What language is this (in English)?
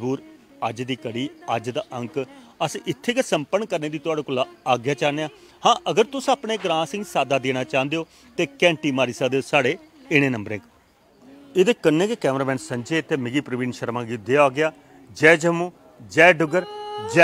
Dogri